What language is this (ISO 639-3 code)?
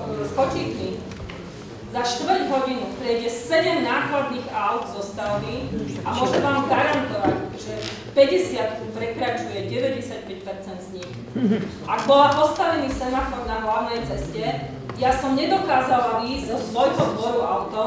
slk